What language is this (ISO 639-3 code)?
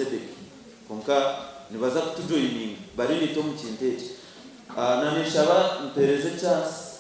nyn